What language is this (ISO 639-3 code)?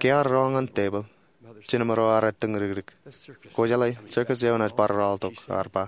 mah